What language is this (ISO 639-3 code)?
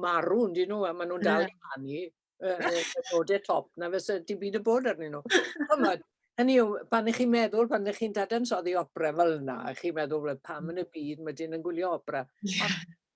cym